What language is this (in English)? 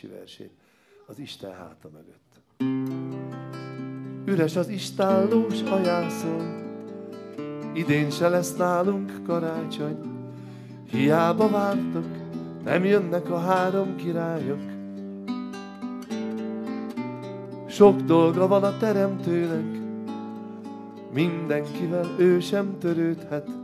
Hungarian